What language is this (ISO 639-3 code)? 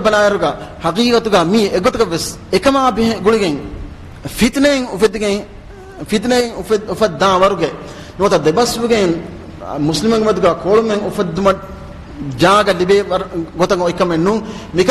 div